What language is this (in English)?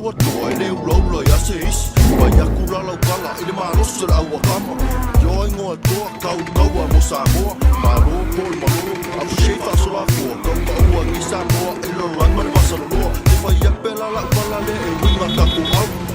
Samoan